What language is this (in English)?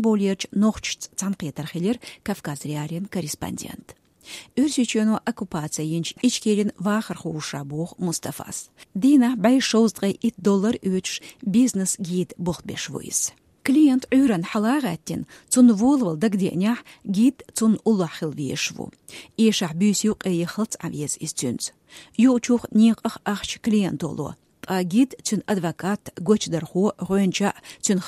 Chechen